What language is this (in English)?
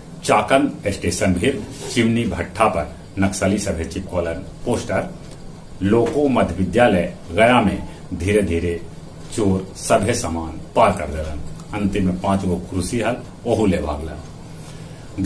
Magahi